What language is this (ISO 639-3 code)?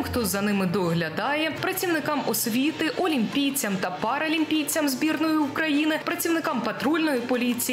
ukr